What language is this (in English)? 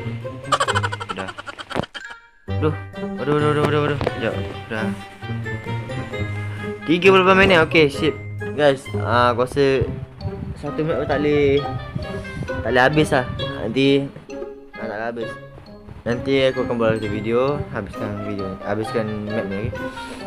Malay